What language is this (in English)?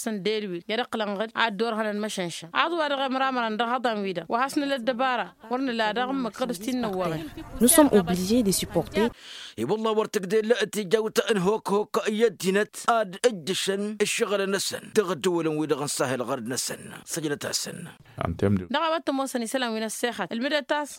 Tamasheq